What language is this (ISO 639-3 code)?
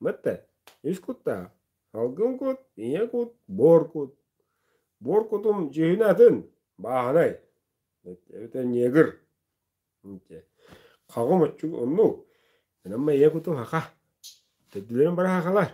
sah